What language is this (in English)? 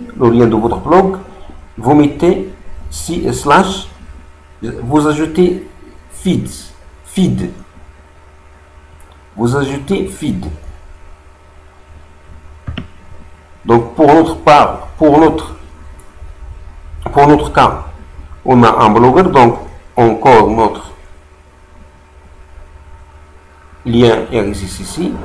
French